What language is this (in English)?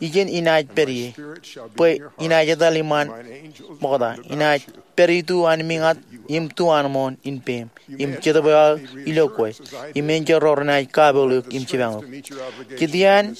Marshallese